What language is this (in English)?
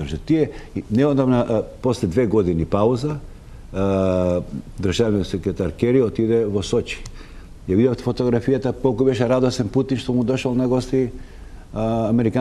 Macedonian